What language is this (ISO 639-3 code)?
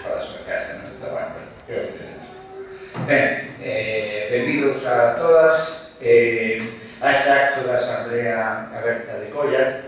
glg